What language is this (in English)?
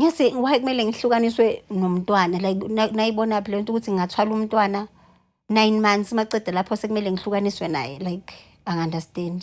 Zulu